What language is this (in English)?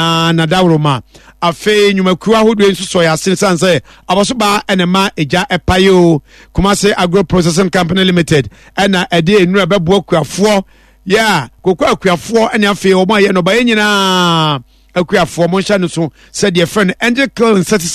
Akan